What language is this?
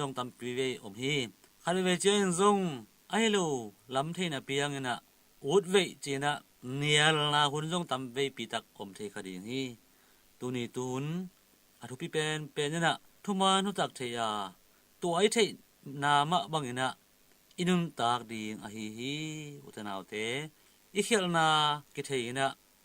Tedim Chin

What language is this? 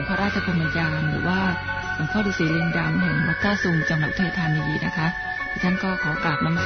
Thai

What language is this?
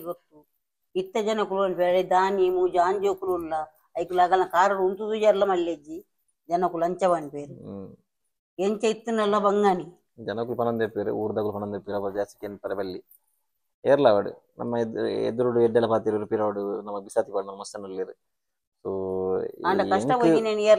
Tulu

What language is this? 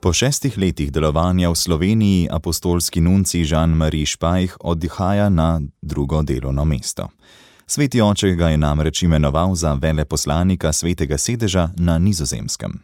Slovenian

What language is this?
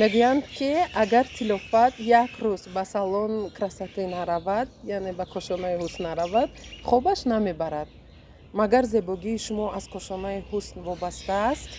Tajik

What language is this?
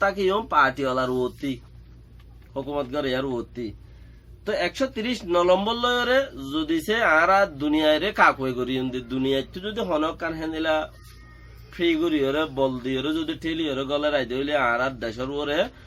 Rohingya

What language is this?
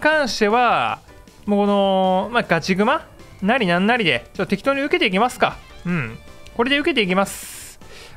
Japanese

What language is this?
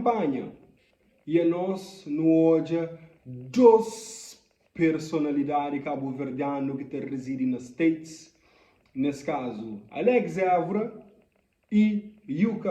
Kabuverdianu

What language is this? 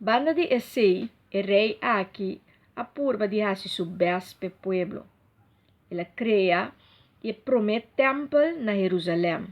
Papiamento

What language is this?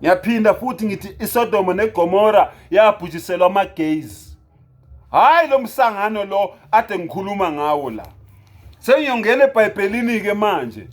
Zulu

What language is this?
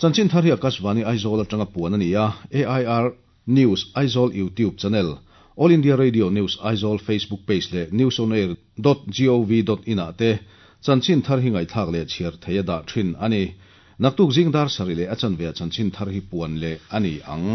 Mizo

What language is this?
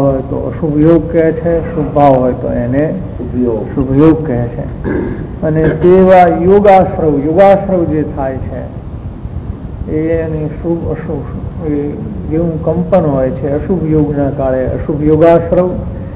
Gujarati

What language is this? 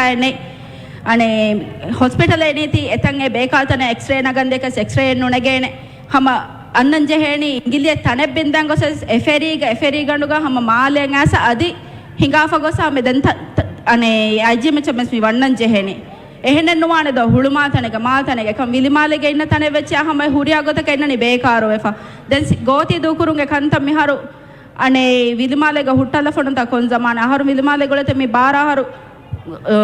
Divehi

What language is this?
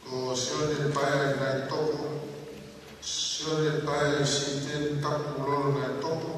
Tongan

